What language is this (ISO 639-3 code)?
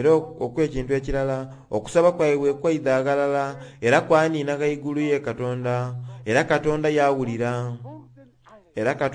xog